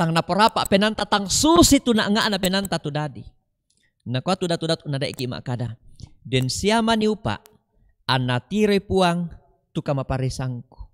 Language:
Toraja-Sa'dan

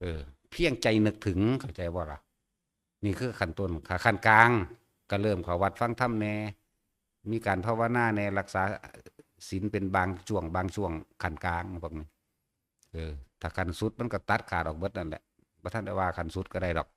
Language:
Northeastern Thai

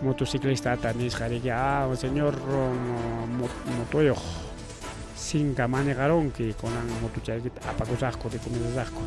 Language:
Ayacucho Quechua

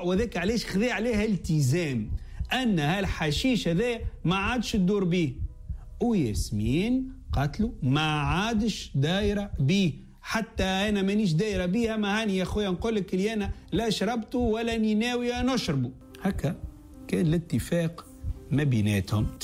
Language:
Tunisian Arabic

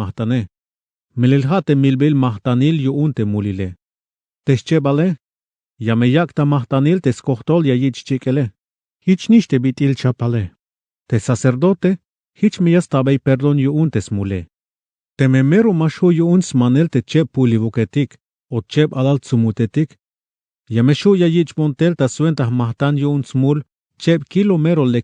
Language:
Tzeltal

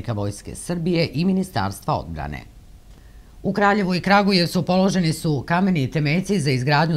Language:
Serbian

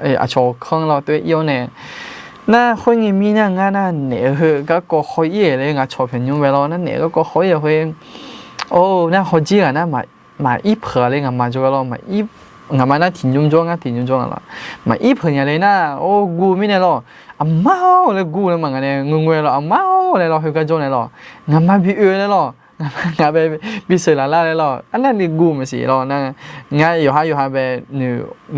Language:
Akha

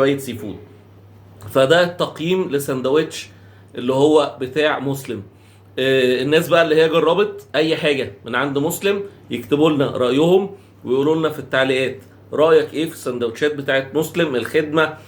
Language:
Egyptian Arabic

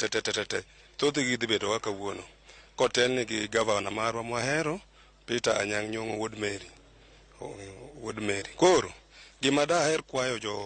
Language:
Luo (Kenya and Tanzania)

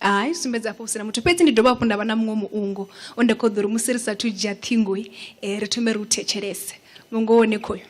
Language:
Venda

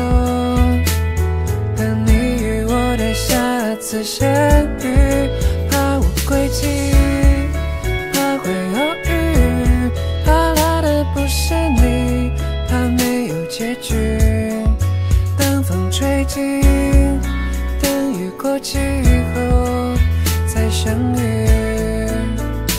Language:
Chinese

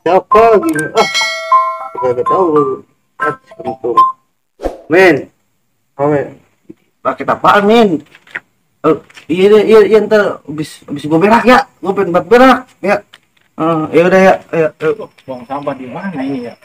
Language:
Betawi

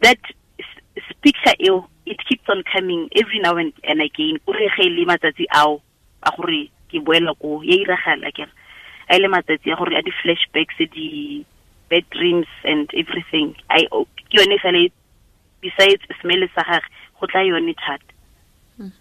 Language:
Tswana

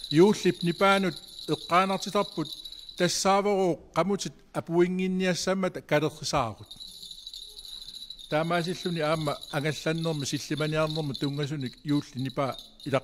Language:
Kalaallisut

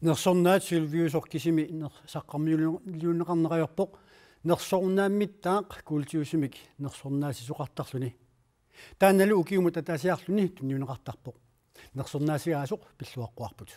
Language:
Kalaallisut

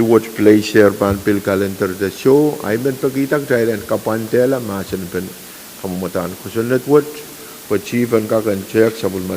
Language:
Pohnpeian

